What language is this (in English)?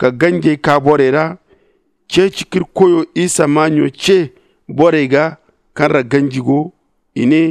Zarma